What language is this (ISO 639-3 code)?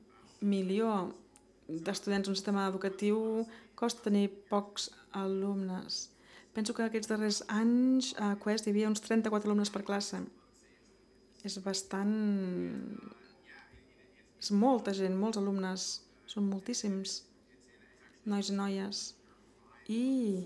cat